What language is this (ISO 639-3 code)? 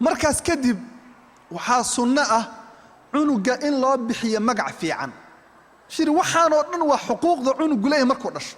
som